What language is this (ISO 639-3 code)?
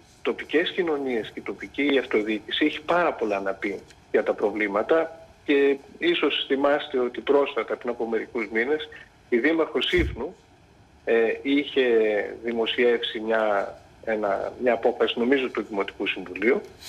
ell